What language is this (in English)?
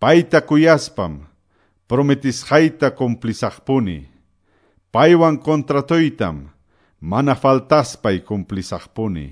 Quechua